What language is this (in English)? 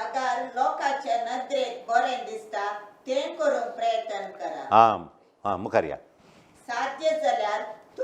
Konkani